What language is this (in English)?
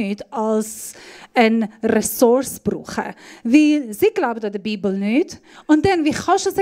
Swiss German